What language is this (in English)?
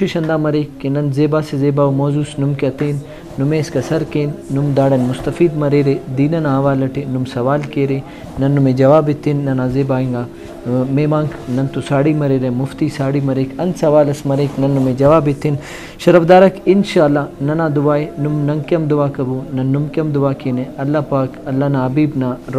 Brahui